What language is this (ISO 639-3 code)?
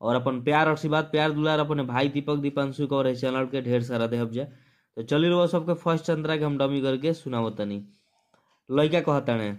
bho